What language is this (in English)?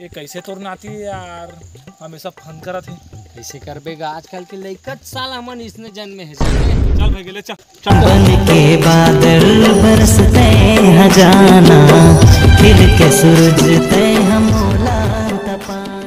Chhattisgarhi